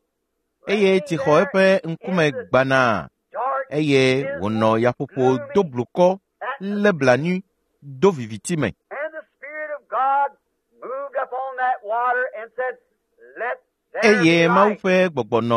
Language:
Ewe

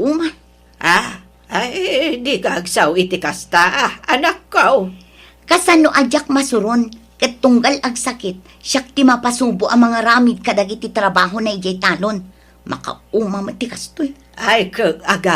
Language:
Iloko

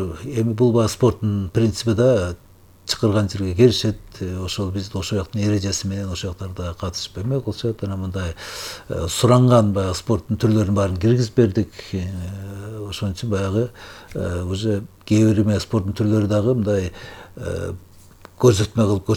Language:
Kyrgyz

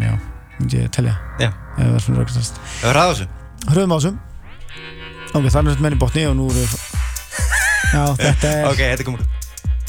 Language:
Icelandic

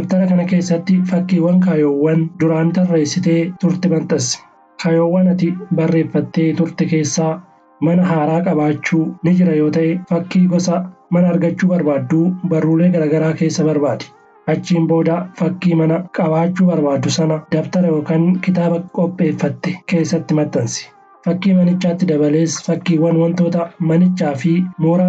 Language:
Oromo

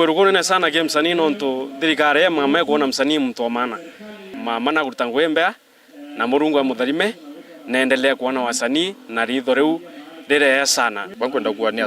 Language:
Meru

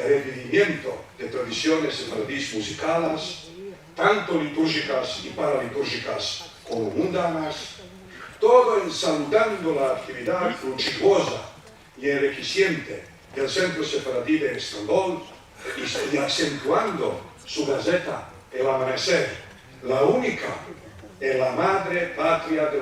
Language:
Ladino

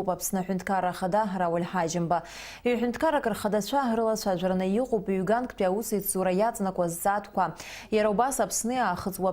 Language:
Abkhazian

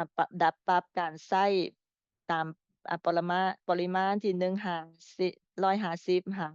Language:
Lao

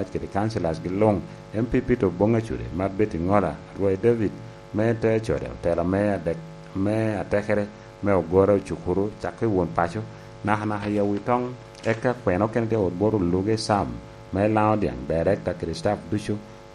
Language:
Lango (Uganda)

